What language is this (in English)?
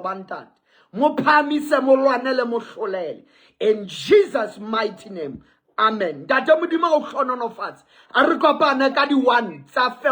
Southern Sotho